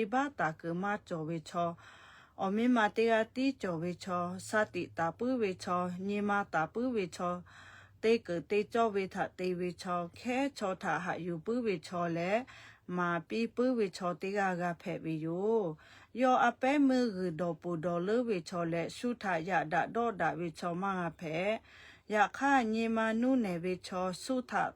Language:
Lahu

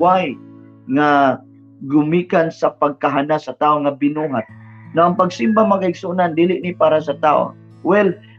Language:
Cebuano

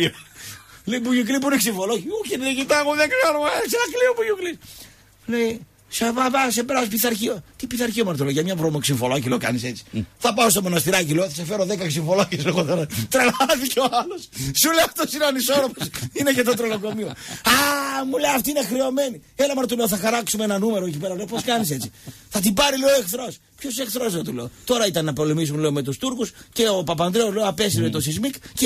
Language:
Greek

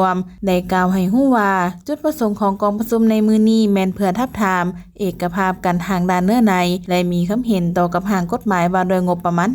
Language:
Lao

